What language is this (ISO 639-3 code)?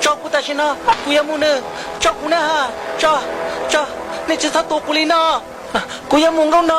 hmn